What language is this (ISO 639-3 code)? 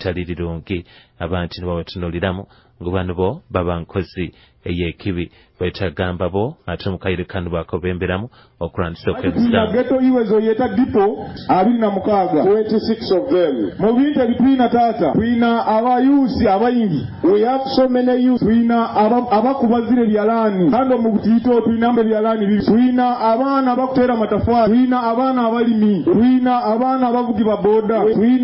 nyo